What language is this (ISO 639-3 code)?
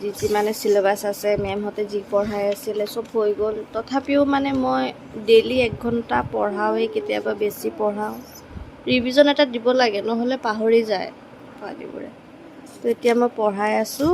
asm